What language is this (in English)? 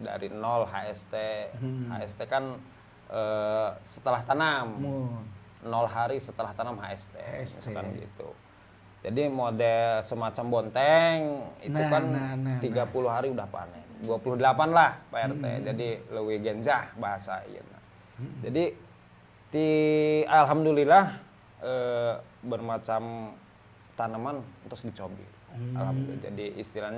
Sundanese